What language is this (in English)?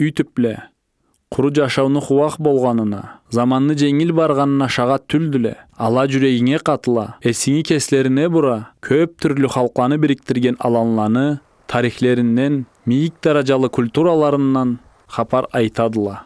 Karachay-Balkar